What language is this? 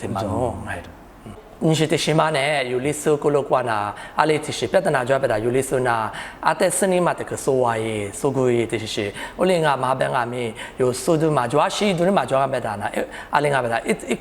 Lisu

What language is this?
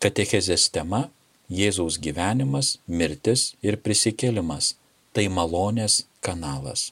Lithuanian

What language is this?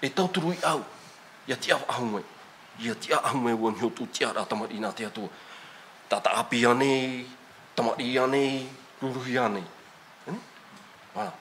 Tahitian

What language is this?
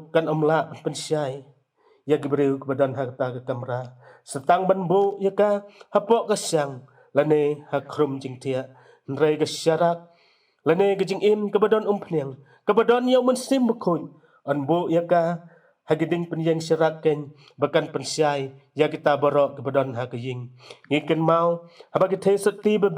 Khasi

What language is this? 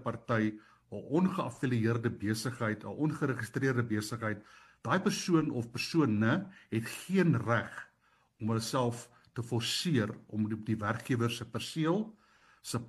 Afrikaans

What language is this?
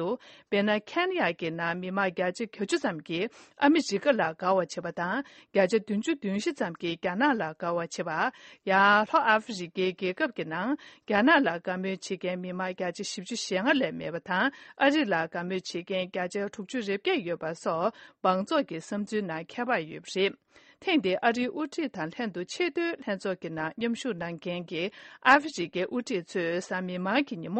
Tibetan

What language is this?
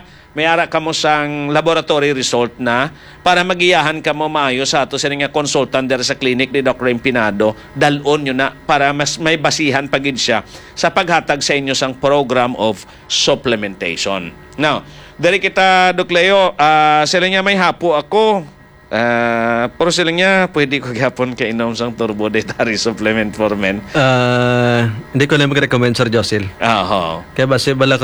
Hiligaynon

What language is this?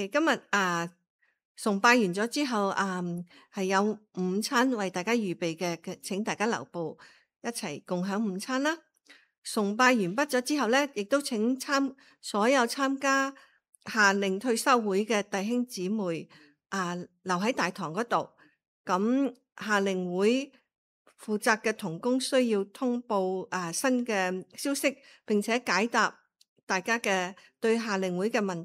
Cantonese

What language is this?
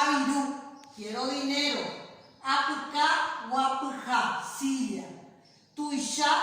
Guarani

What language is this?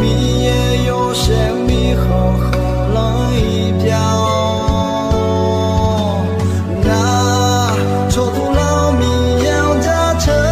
Akha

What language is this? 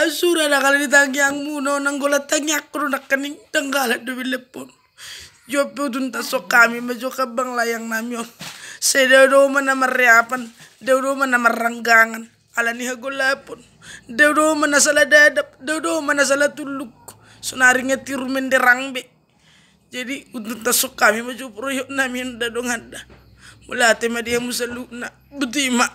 Batak Toba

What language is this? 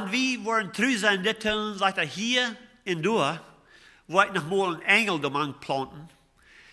Plautdietsch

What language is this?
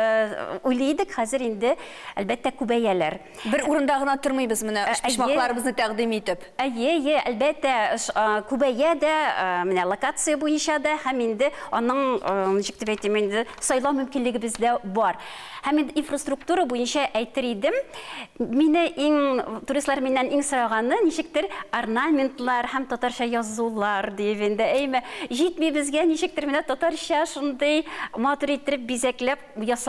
Tatar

